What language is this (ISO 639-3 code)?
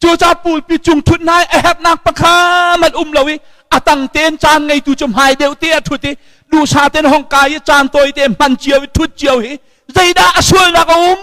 cnh